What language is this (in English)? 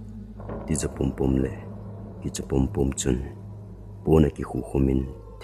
Thado Chin